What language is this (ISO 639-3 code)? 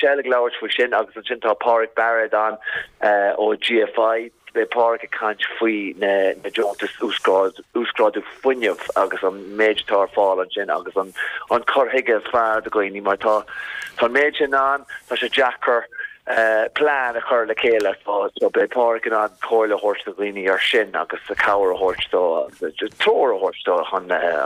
gle